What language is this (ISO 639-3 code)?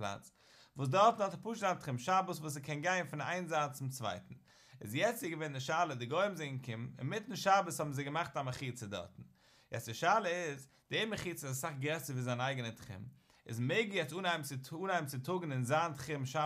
yid